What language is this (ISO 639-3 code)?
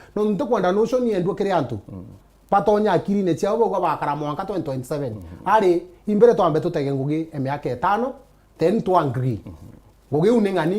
mer